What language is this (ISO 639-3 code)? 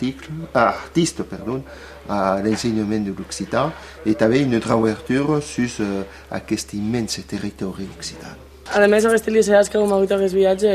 oci